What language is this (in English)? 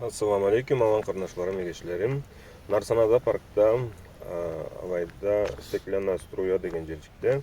Karachay-Balkar